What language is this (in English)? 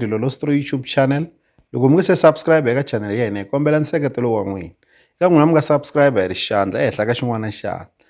Tsonga